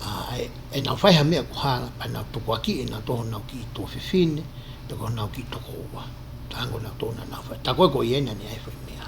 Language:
Tongan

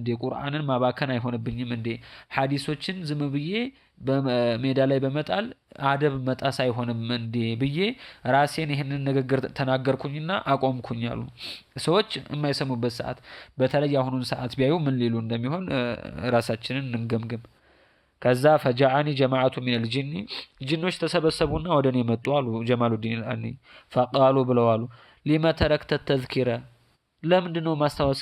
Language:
Amharic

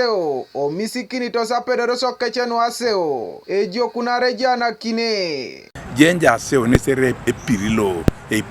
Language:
Teso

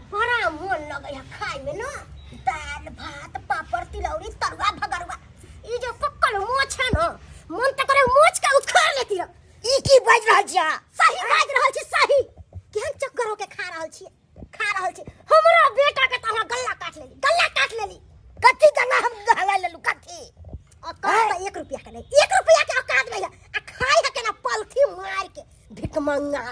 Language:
Maithili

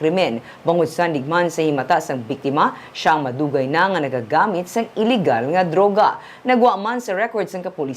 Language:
Hiligaynon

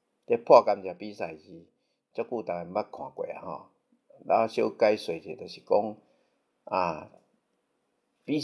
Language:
Min Nan Chinese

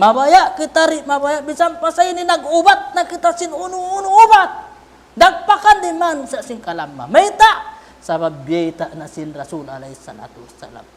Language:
Tausug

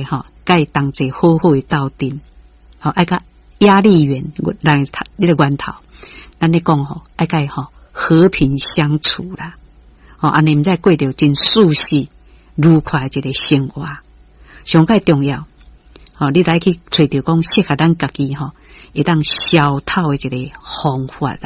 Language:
Min Nan Chinese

